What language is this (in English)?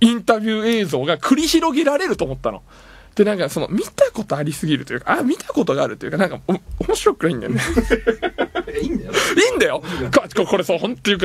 Japanese